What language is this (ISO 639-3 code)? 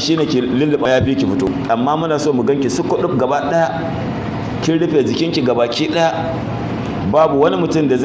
hau